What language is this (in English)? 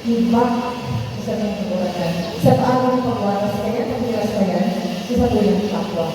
Bikol